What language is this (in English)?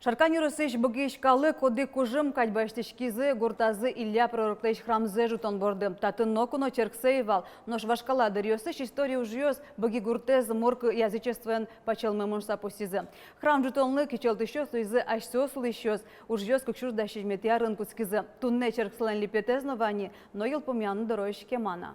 Udmurt